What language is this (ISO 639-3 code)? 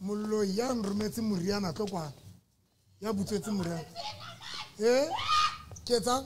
sot